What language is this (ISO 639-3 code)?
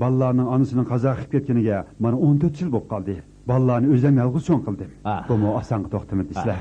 uig